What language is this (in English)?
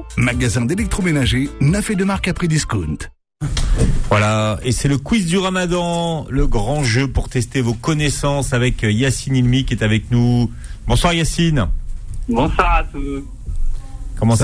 French